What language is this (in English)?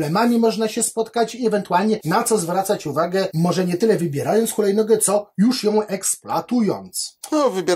Polish